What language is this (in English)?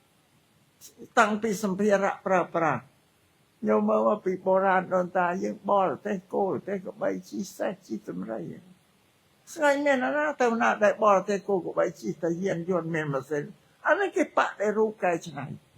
Khmer